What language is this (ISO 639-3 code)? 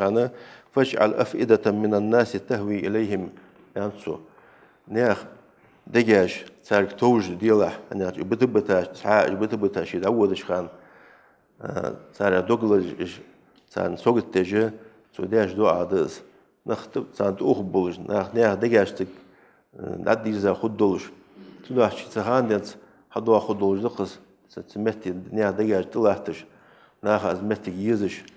inh